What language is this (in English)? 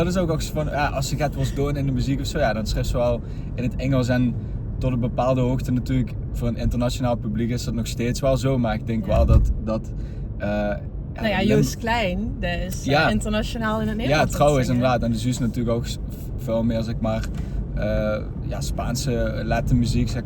Limburgish